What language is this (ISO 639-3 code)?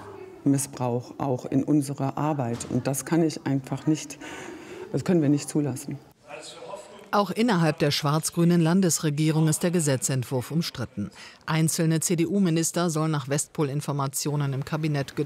deu